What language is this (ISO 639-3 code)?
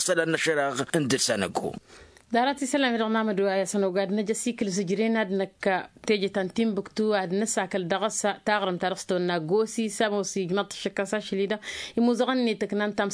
taq